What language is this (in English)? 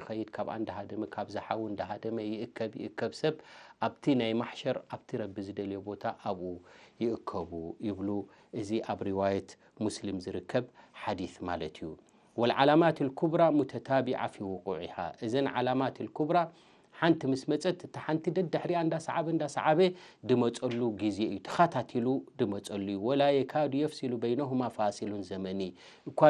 Tigrinya